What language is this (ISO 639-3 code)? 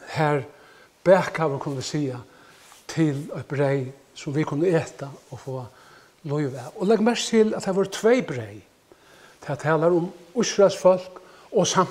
fao